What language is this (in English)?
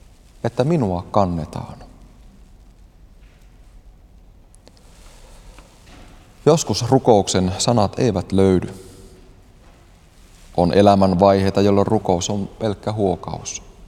Finnish